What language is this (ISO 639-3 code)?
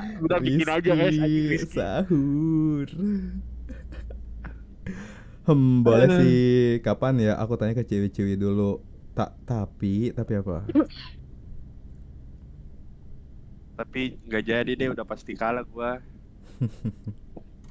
ind